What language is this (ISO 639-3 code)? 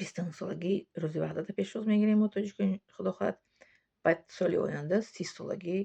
tgk